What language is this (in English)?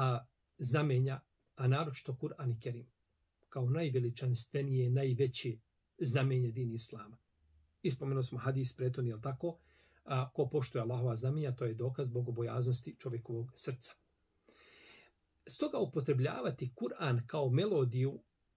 Bosnian